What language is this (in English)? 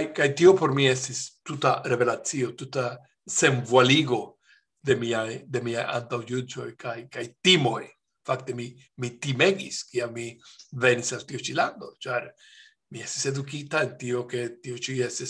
Esperanto